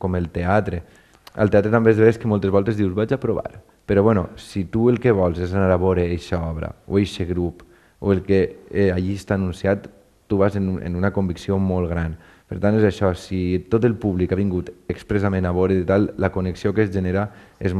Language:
Catalan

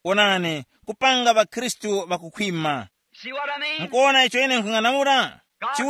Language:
Tumbuka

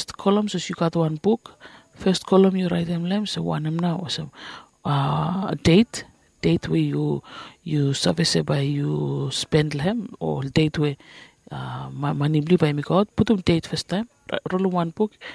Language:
Bislama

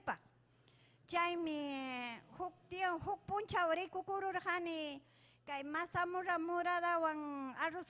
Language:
Ayacucho Quechua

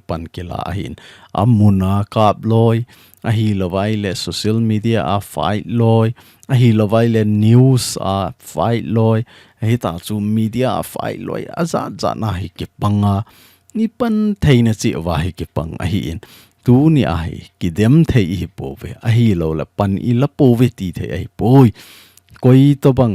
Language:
Thado Chin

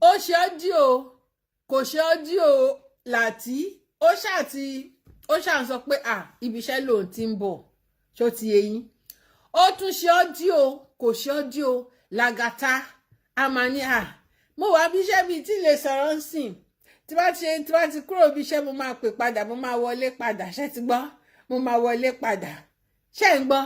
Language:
Yoruba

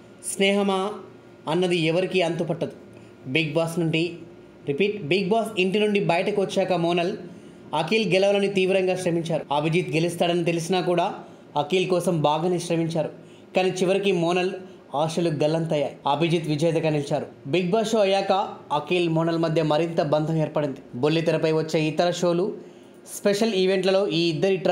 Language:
Telugu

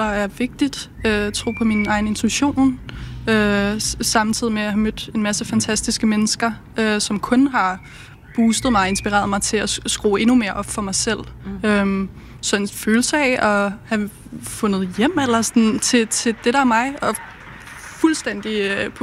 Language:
Danish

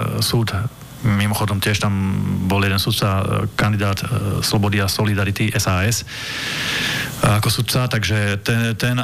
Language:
Slovak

